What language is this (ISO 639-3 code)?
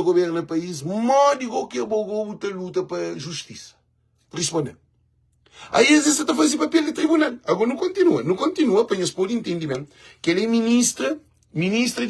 kea